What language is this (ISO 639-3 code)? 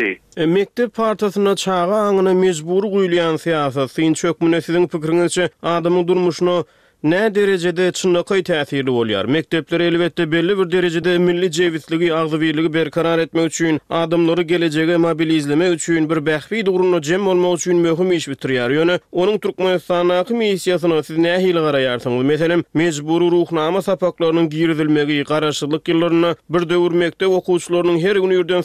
tuk